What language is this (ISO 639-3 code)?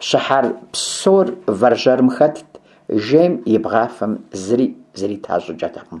kbd